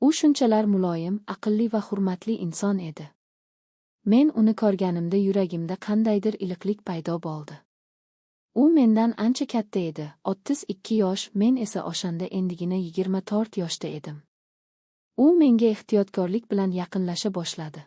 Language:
Uzbek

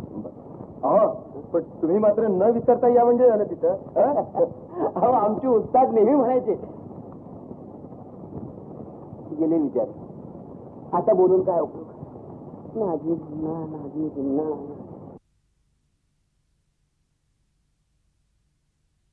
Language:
Marathi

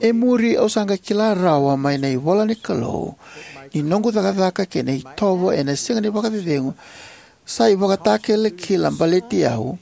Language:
Fijian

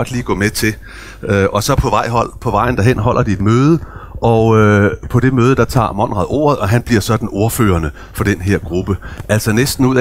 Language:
Danish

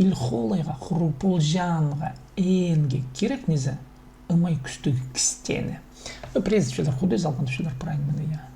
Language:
Khakas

